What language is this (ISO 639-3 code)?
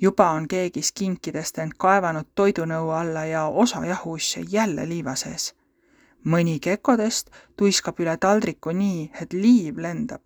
est